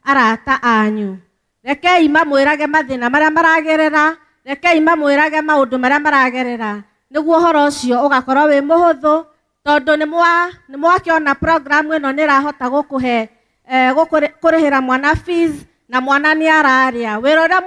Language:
Kikuyu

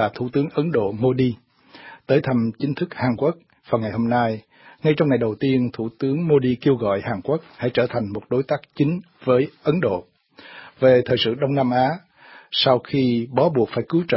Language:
Vietnamese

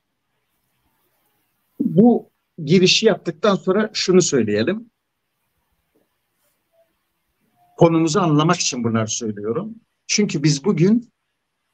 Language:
Turkish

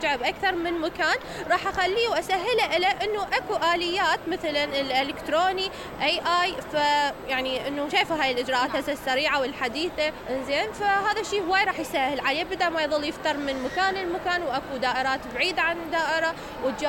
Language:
Mesopotamian Arabic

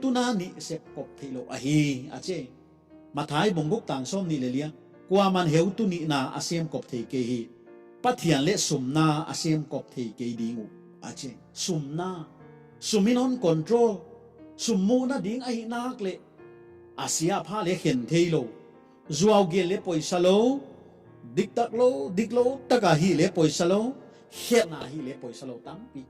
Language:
Paite Chin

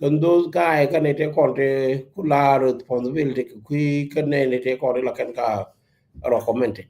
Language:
Nuer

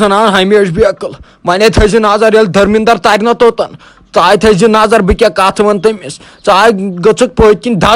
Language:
Kashmiri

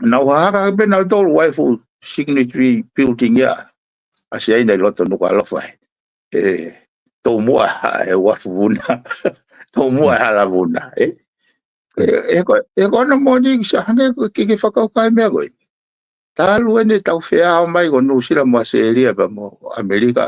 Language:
Tongan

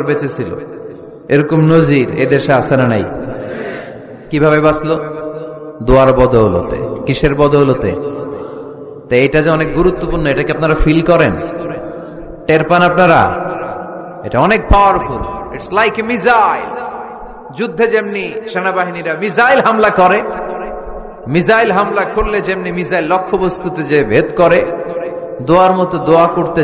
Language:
Bangla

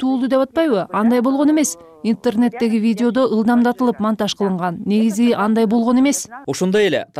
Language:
Kyrgyz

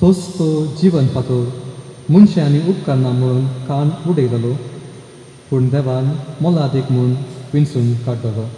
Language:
Konkani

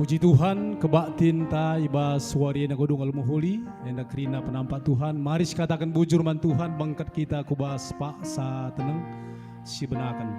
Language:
Batak Karo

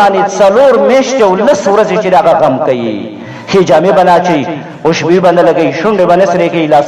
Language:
Pashto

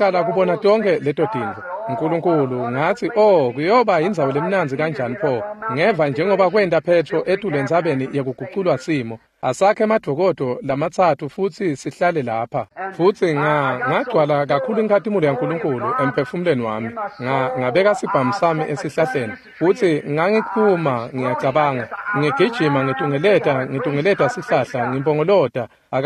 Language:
Swati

